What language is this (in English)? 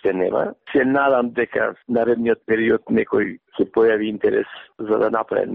Macedonian